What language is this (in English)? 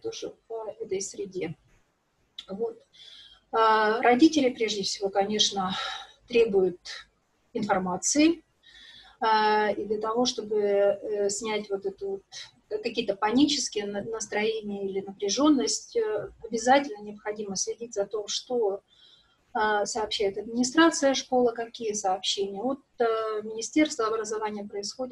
Russian